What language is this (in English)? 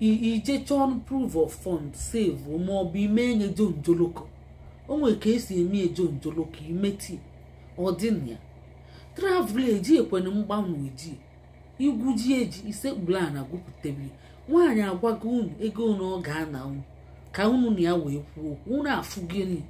Igbo